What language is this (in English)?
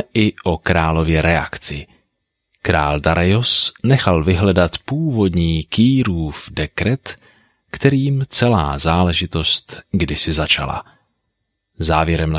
Czech